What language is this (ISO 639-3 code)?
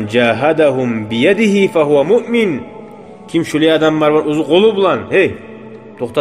kum